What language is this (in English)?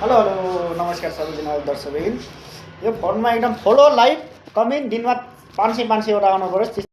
Nepali